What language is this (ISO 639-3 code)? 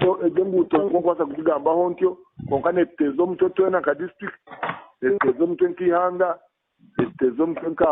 nyn